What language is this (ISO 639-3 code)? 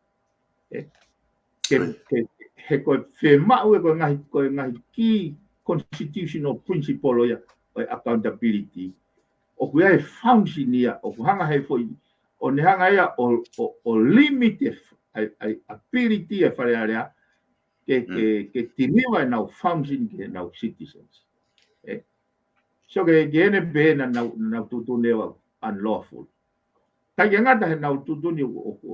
ton